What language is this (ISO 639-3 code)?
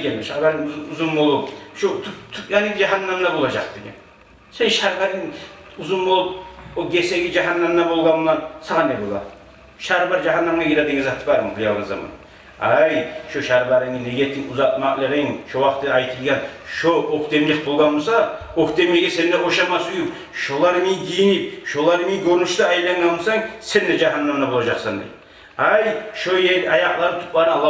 kum